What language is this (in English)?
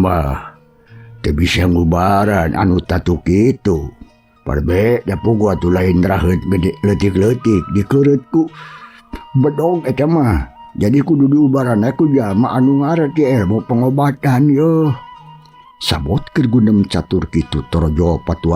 Sundanese